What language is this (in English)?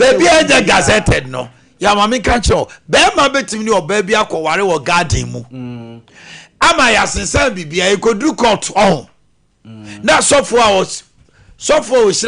Akan